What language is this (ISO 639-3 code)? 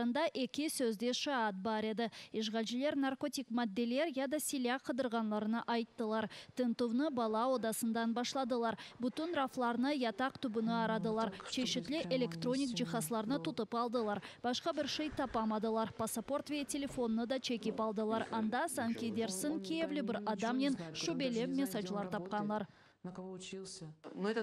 crh